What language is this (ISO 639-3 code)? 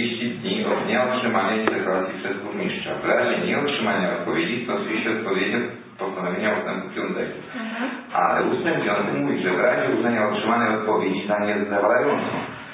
pol